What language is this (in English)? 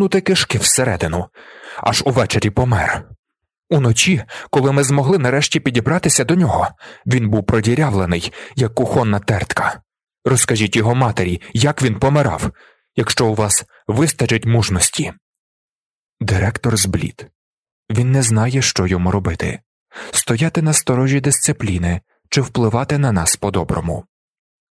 Ukrainian